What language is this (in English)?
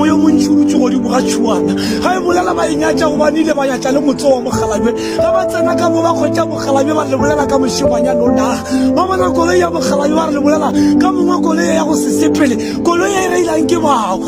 Northern Sotho